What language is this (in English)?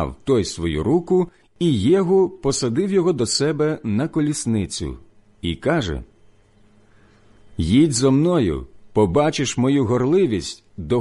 Ukrainian